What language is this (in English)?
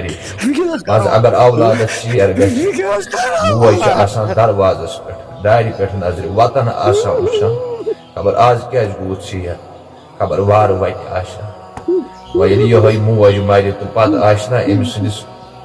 Kashmiri